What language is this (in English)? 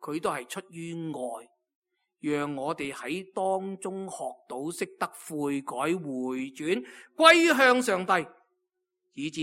Cantonese